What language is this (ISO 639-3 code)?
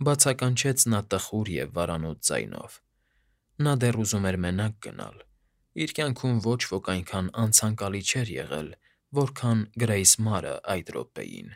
hye